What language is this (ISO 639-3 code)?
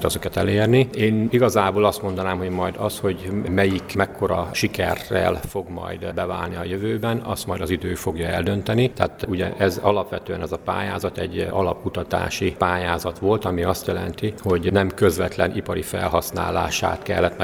hun